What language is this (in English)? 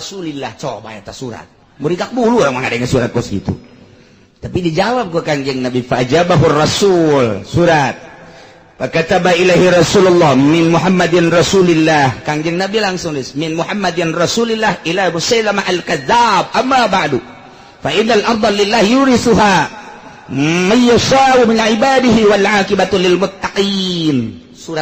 Sundanese